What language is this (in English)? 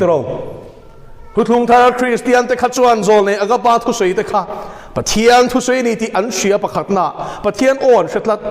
Mizo